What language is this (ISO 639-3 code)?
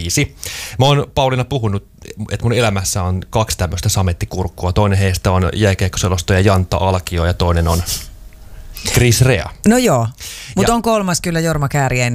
fin